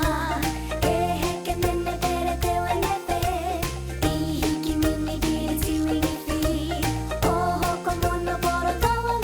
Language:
Māori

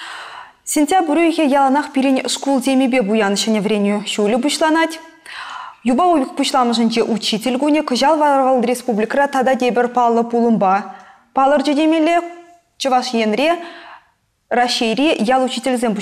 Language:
Chuvash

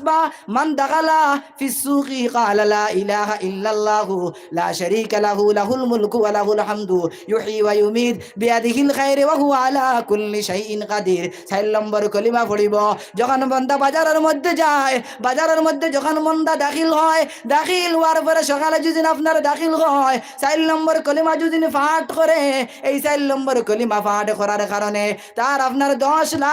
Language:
Sylheti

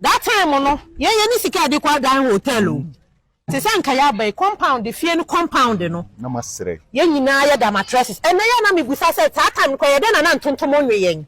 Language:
Akan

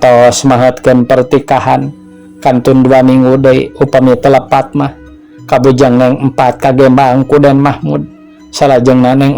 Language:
Sundanese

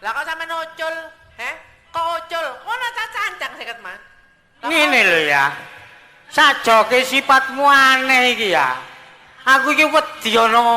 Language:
Javanese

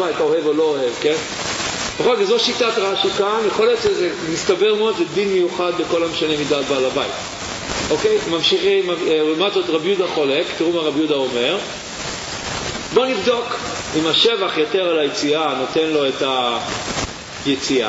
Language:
Hebrew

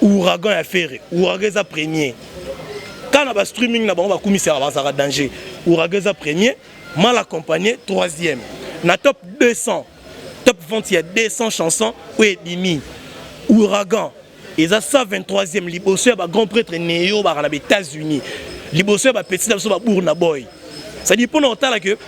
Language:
Lingala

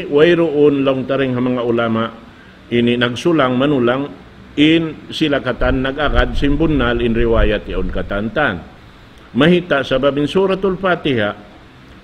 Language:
Tausug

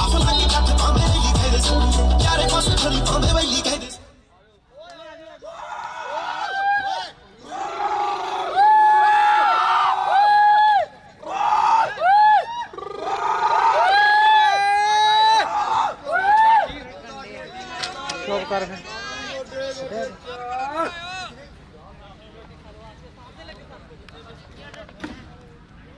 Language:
Punjabi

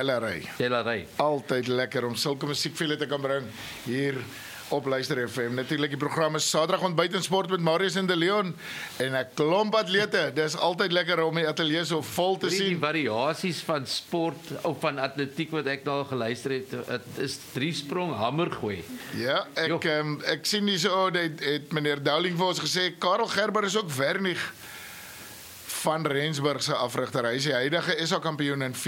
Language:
Afrikaans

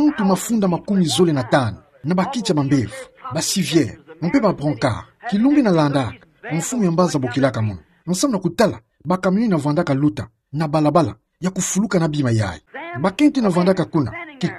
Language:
Kituba (Democratic Republic of Congo)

